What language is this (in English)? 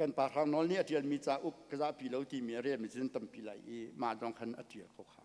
Hakha Chin